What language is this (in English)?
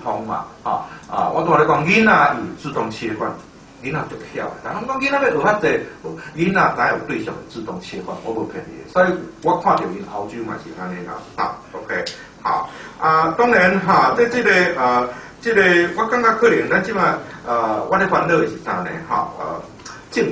Min Nan Chinese